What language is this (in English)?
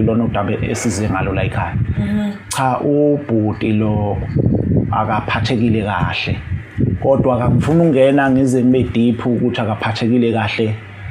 Zulu